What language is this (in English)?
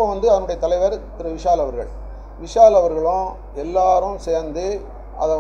Tamil